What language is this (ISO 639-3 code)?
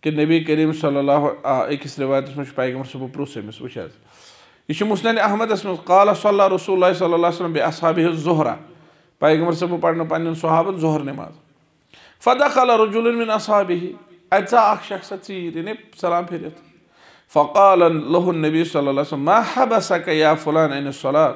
kas